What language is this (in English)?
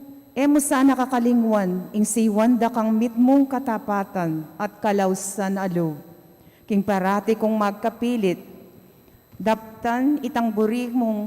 Pampanga